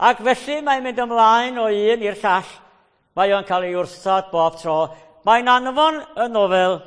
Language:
Welsh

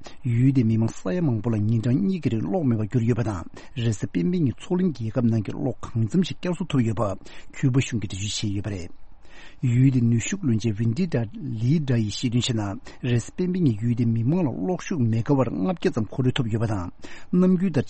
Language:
Tibetan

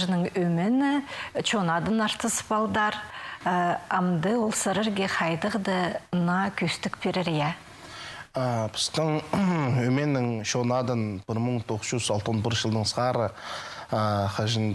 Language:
Khakas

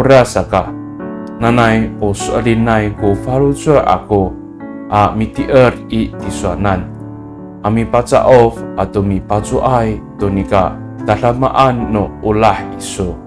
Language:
Amis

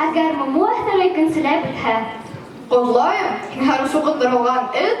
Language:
Bashkir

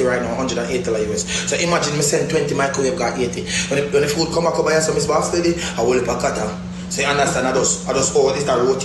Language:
Jamaican Creole English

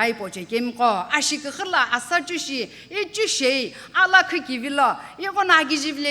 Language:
Sumi Naga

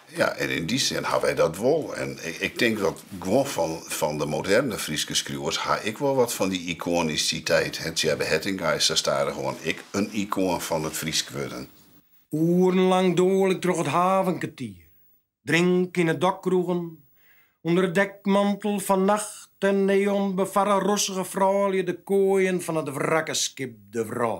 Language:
Western Frisian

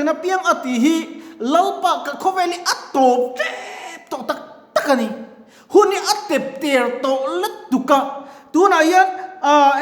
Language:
Mizo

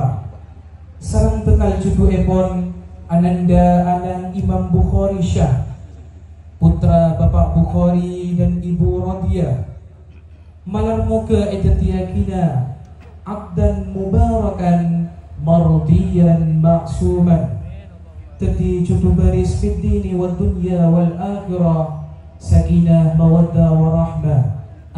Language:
Madurese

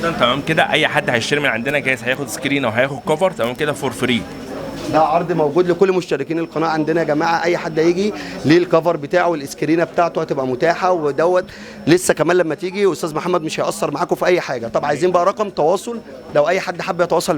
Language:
Egyptian Arabic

